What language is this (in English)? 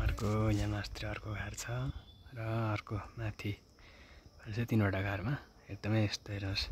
Nepali